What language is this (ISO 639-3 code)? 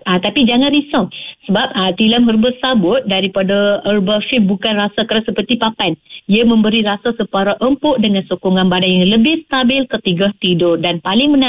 msa